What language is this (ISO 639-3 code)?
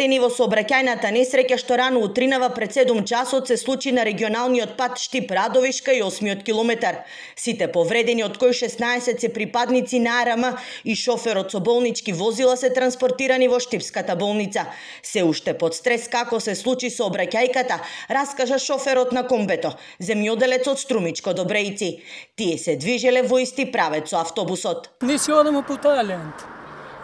mkd